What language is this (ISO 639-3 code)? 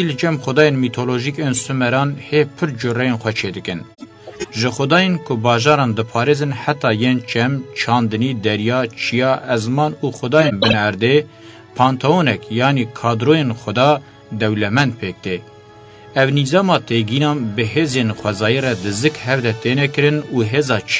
kur